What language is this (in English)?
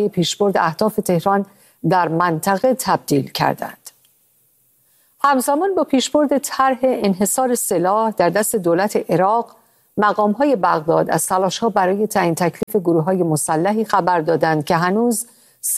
Persian